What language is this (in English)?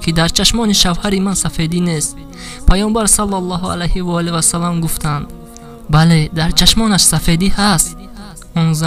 Tajik